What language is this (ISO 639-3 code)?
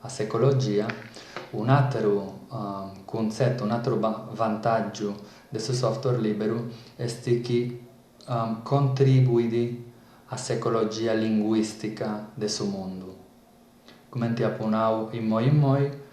srd